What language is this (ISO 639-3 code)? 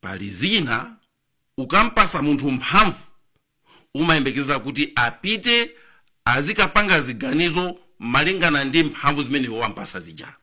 nya